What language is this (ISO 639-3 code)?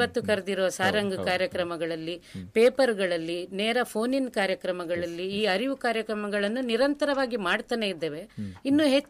kan